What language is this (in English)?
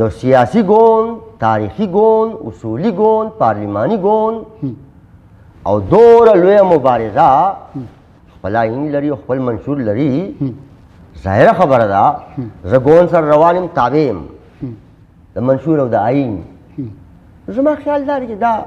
Pashto